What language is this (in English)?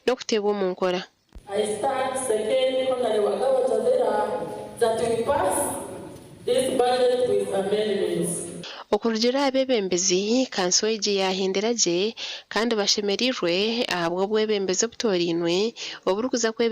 Nyankole